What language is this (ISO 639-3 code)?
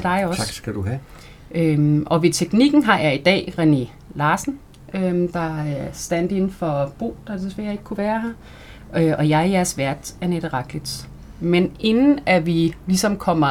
dan